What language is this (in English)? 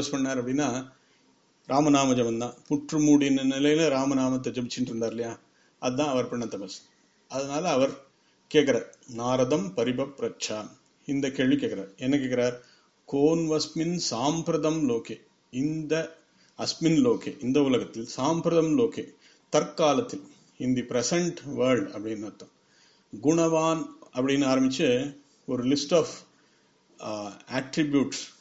Tamil